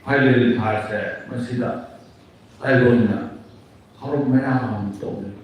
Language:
Manipuri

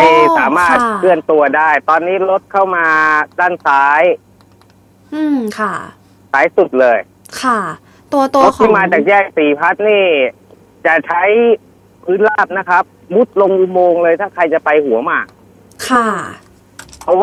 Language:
Thai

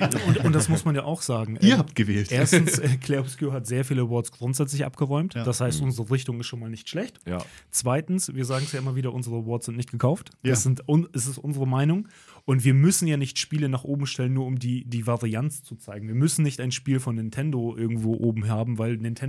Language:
German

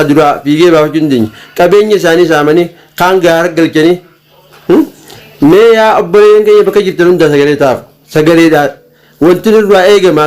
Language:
Oromo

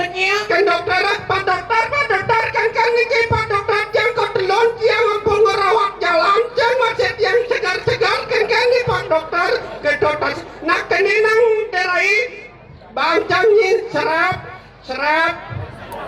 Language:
Balinese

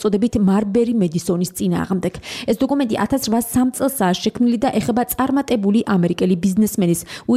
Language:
Georgian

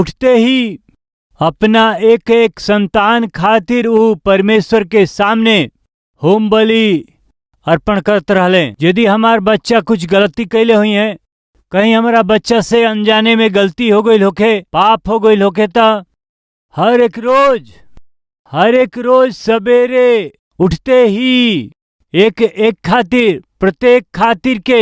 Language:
Bhojpuri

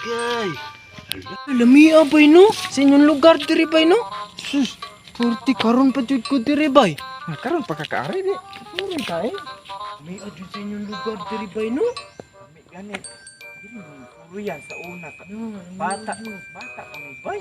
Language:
Cebuano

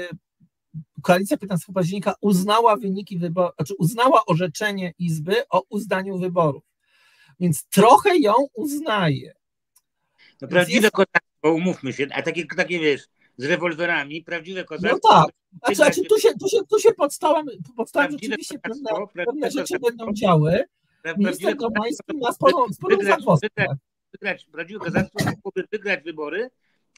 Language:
Polish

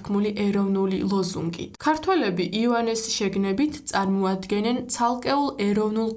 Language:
Georgian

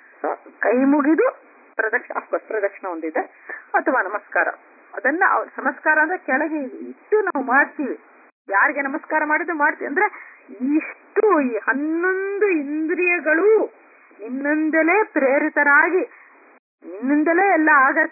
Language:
Kannada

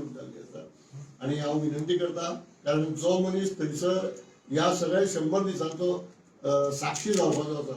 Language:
Konkani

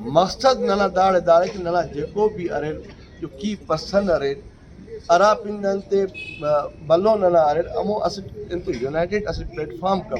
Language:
Brahui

